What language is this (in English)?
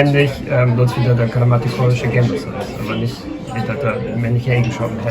Low German